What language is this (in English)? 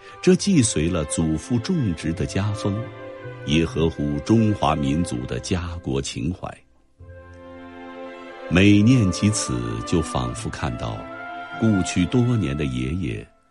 Chinese